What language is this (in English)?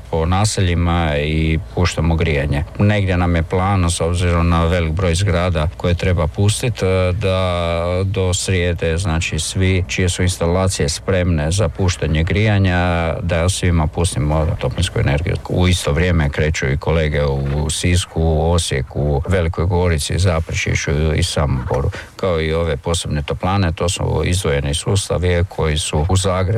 Croatian